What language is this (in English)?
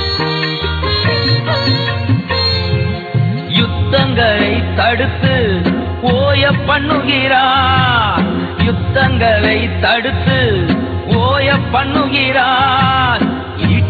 Tamil